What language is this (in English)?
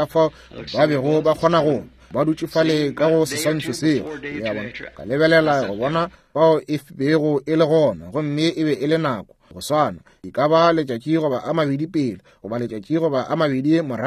Northern Sotho